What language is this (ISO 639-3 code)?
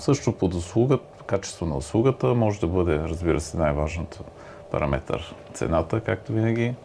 bul